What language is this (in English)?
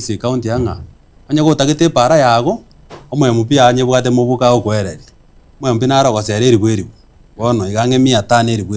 Gusii